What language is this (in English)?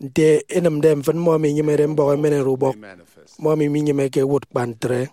Efik